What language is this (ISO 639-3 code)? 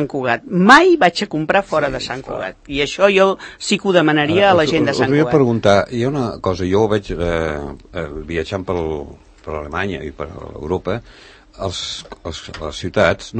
cat